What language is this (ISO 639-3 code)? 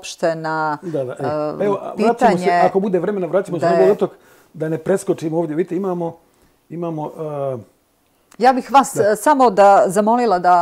bos